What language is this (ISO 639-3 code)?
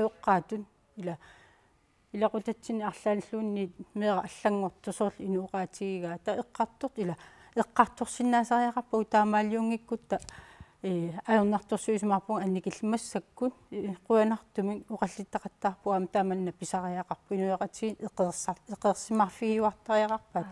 kal